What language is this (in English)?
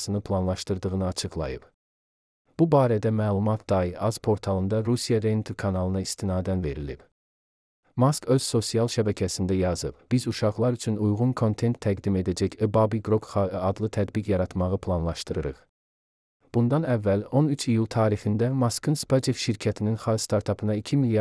Azerbaijani